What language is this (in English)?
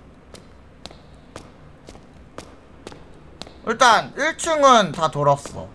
Korean